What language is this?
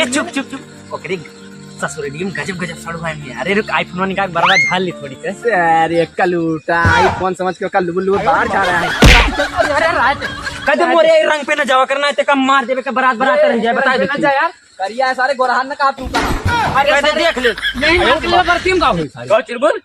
Awadhi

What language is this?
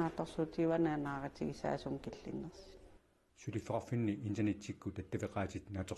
Kalaallisut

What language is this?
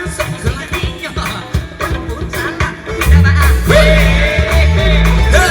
Minangkabau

